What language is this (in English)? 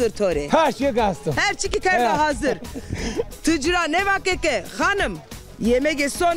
Zaza